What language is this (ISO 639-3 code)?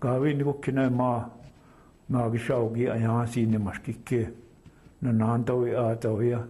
ciw